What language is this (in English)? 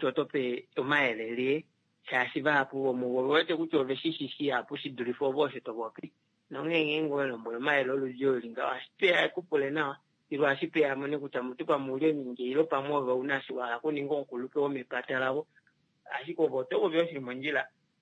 Kuanyama